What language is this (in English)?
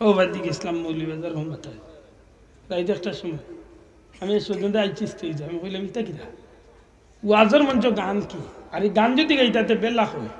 Sylheti